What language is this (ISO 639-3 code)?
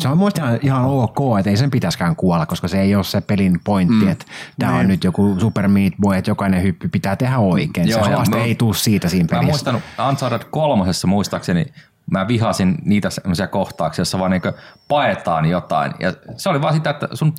fin